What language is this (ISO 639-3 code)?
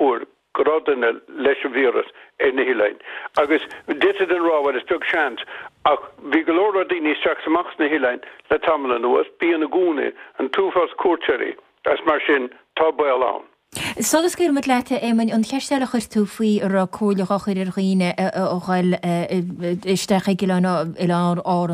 gle